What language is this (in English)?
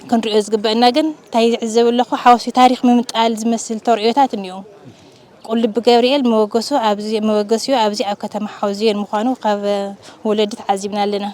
Tigrinya